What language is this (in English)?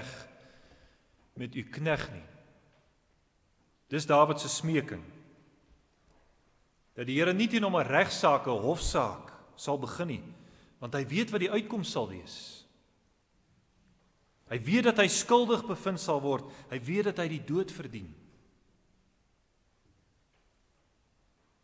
Afrikaans